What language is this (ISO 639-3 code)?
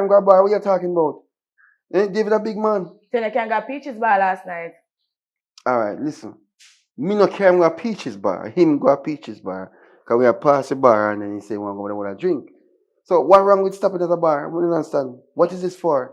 jam